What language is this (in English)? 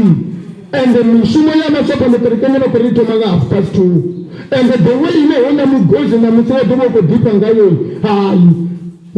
Venda